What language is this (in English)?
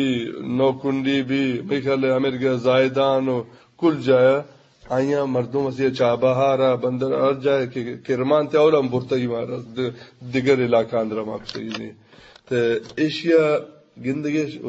Eastern Balochi